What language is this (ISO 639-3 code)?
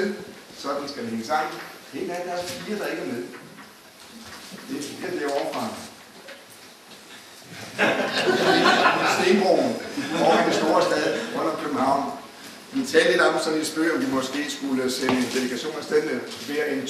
dan